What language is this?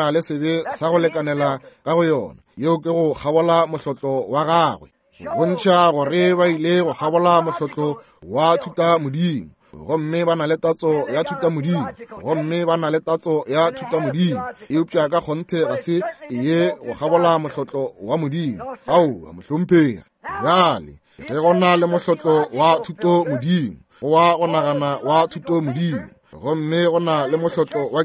Northern Sotho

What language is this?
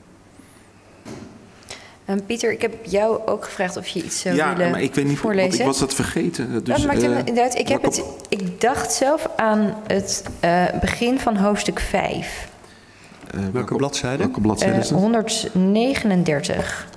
Dutch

